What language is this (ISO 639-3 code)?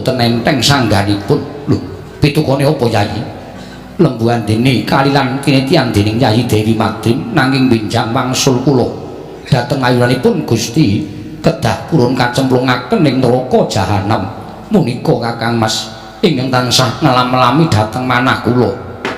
jav